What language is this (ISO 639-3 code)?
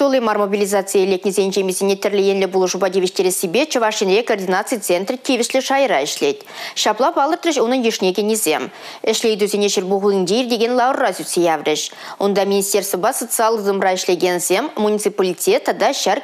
chv